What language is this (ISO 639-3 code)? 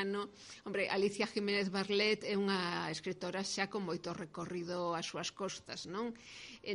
glg